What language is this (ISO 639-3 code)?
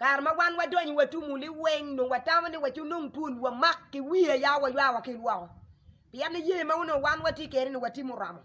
ach